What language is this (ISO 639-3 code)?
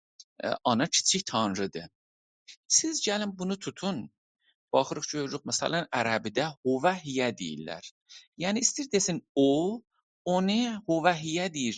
azb